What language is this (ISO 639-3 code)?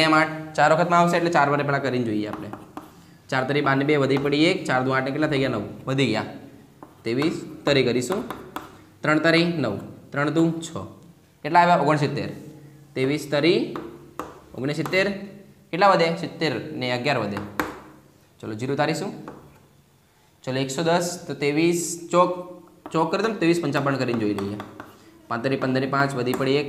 guj